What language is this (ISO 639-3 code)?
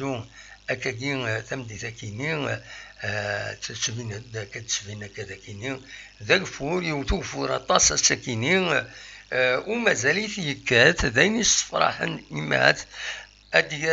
kab